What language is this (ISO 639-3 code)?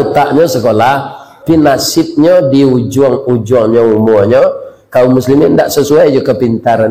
min